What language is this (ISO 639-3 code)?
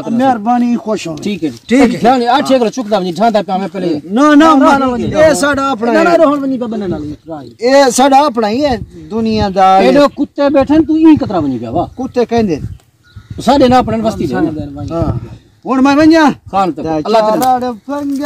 skr